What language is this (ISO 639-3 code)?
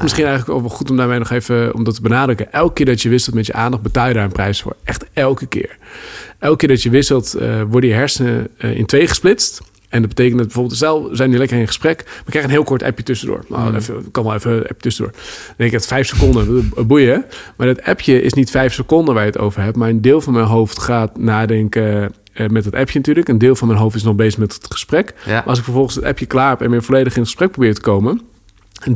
nld